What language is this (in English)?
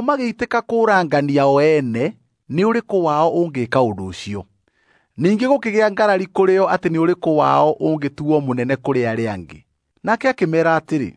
Kikuyu